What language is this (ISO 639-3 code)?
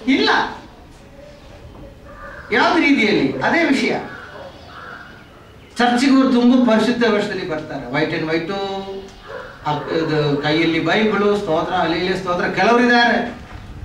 kan